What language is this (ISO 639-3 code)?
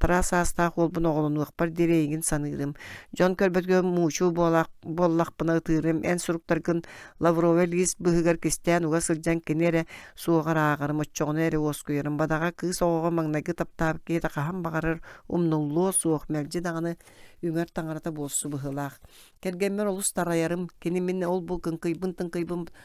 sah